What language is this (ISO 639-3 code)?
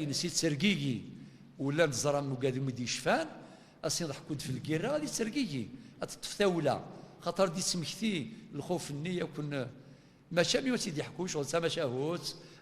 kab